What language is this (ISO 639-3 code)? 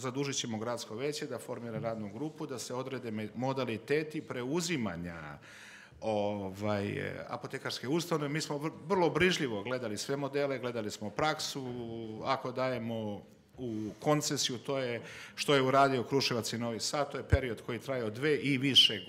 srp